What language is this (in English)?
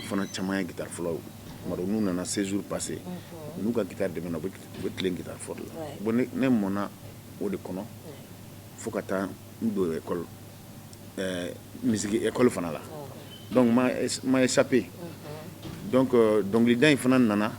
Bambara